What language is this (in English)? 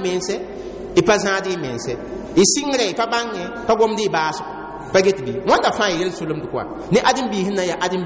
Mossi